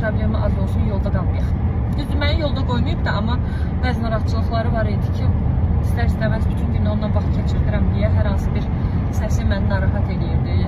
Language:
Azerbaijani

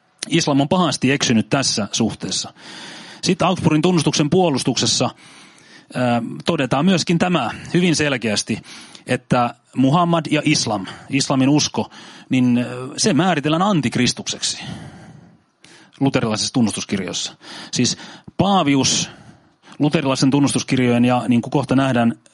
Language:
Finnish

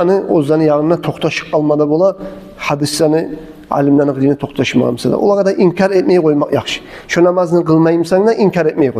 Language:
Kumyk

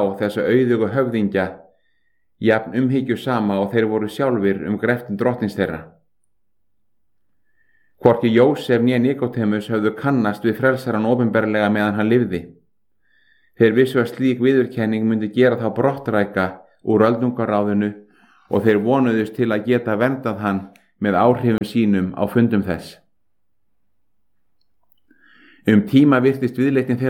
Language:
Icelandic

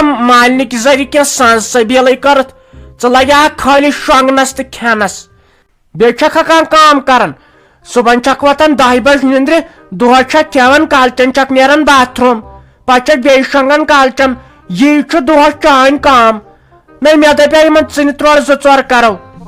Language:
Kashmiri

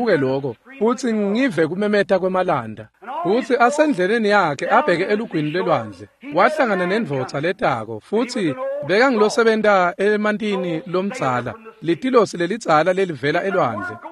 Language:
Swati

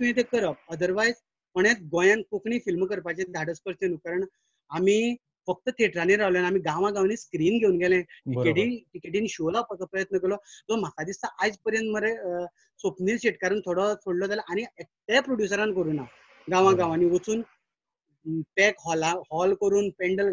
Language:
Konkani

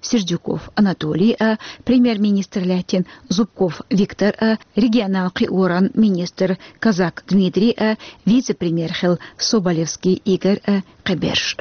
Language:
Chechen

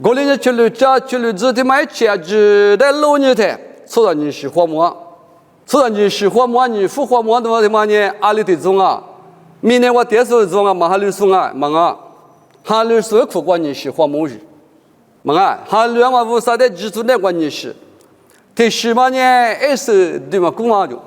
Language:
Lisu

